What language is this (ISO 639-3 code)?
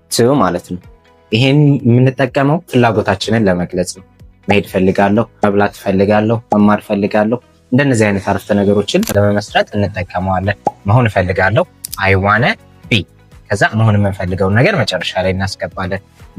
amh